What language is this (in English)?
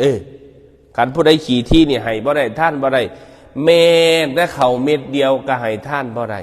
Northeastern Thai